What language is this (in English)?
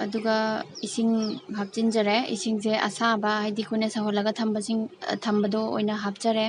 Manipuri